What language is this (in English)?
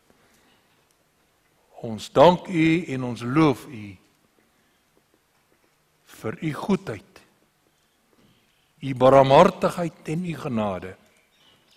Afrikaans